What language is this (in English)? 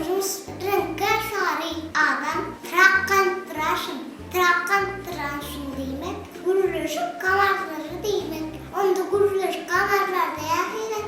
Turkmen